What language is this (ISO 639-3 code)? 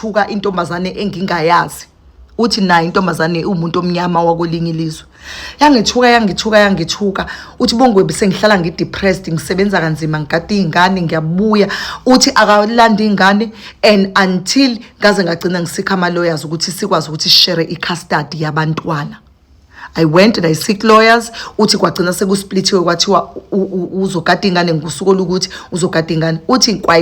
zul